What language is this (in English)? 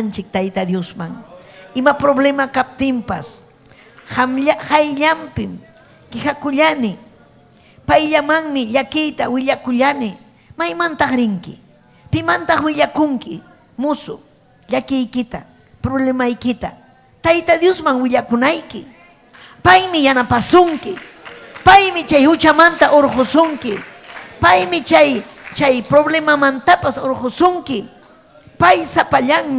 Ayacucho Quechua